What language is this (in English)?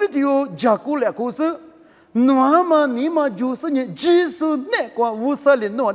Lisu